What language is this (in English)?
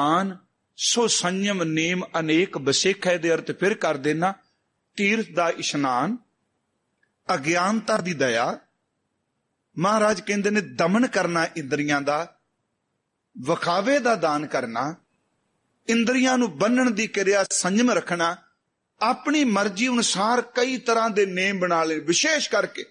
Punjabi